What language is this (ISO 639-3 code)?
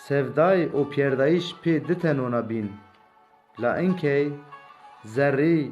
zza